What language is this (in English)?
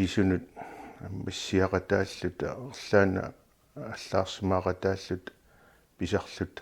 Kalaallisut